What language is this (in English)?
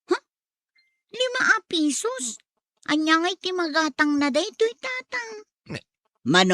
Iloko